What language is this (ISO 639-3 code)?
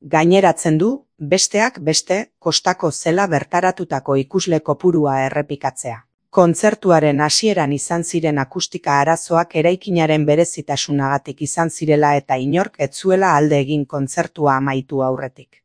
eus